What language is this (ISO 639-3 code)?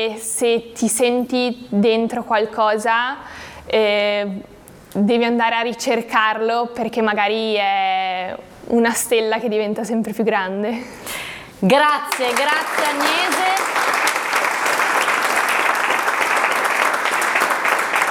ita